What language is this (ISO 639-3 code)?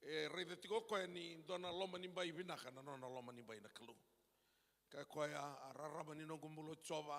fij